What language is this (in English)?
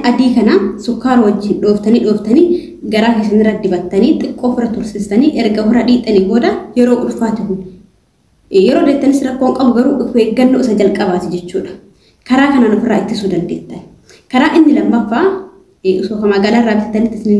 Oromo